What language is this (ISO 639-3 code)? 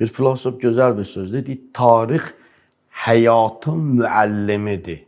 aze